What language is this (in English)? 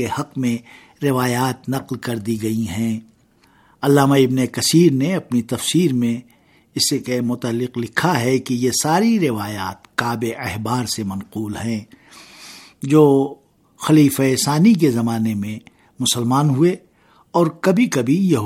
Urdu